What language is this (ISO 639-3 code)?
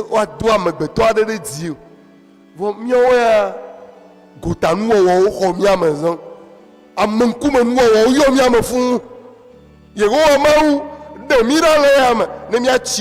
ewe